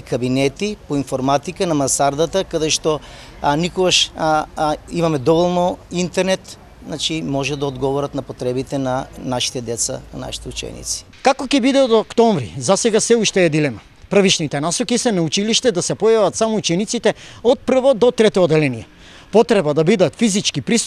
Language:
Macedonian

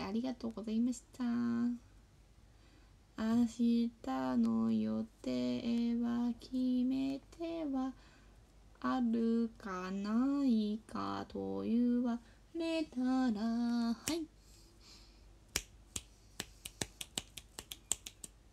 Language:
Japanese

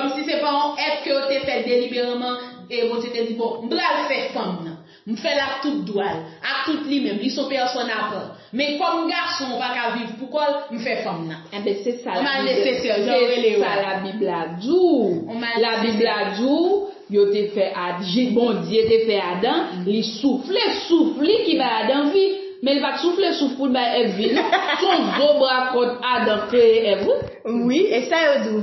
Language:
Haitian Creole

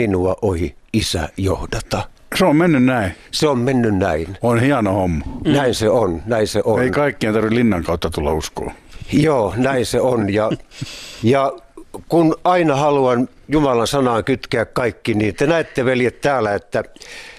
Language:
Finnish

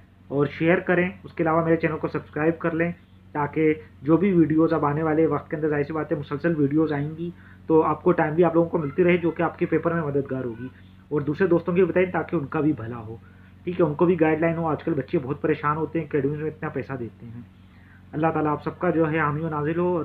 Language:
Urdu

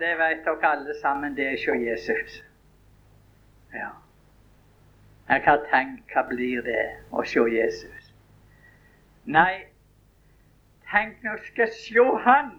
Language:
Norwegian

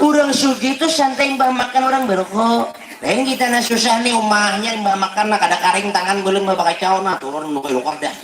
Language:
Banjar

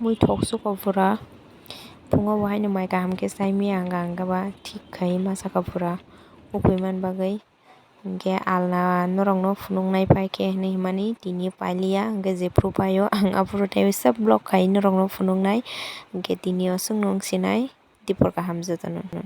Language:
Kok Borok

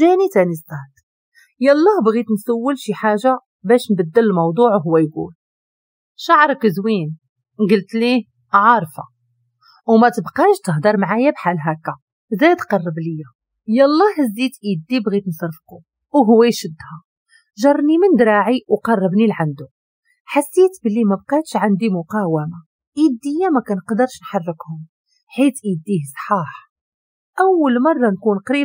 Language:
Moroccan Arabic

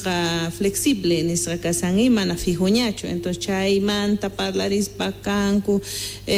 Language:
Quechua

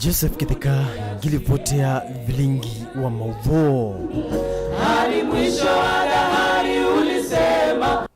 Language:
Kamba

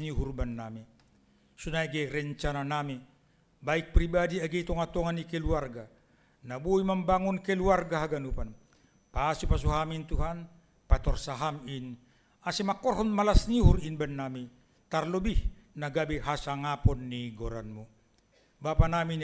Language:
Batak Simalungun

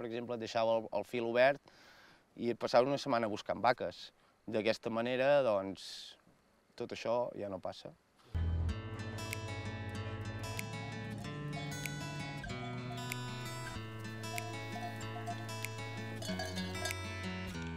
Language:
Catalan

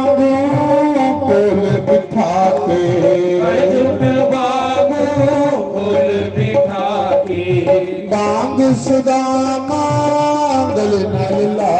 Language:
Dogri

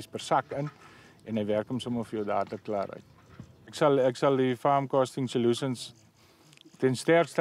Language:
Afrikaans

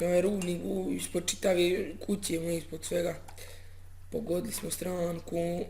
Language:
Bosnian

